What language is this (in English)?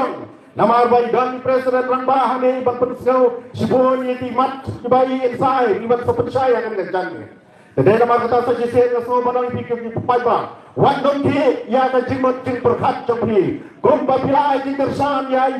Khasi